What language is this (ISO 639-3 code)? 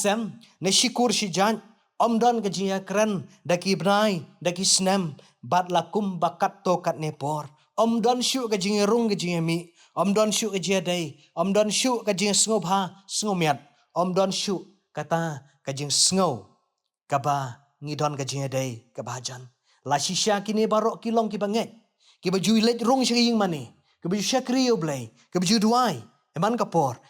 kha